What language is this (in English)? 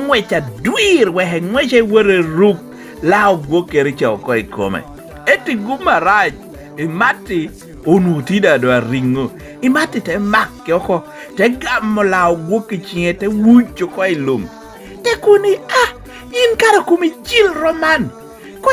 Lango (Uganda)